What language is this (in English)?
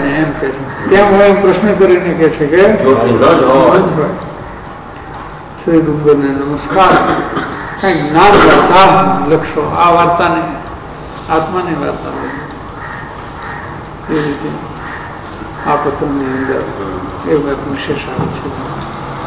Gujarati